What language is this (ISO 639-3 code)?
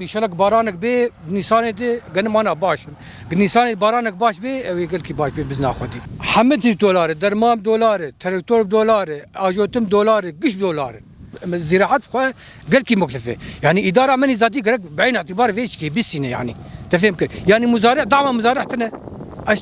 kur